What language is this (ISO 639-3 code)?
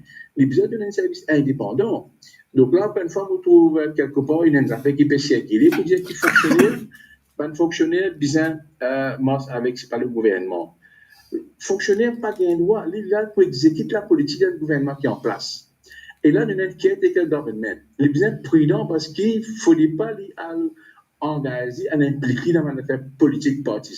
mfe